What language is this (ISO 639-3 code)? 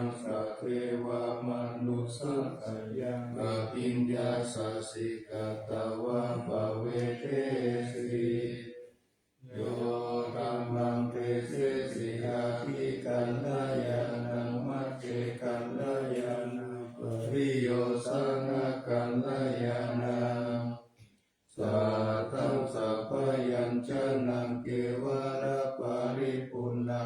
pli